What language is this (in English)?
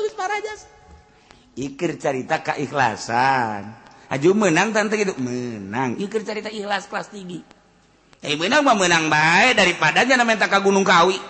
Sundanese